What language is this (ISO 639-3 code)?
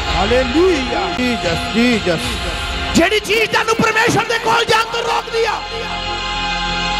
pan